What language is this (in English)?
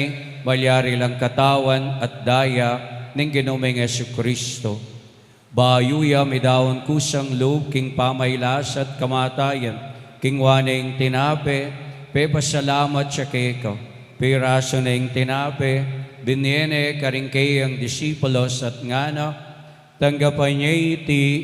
Pampanga